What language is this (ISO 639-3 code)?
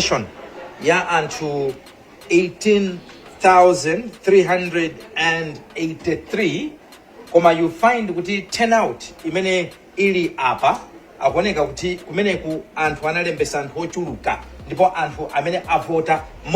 nya